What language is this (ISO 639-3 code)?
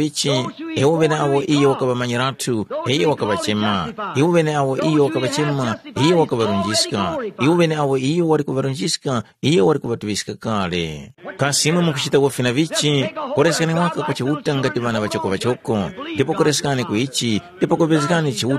tum